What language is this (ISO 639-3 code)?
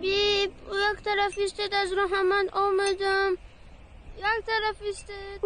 tgk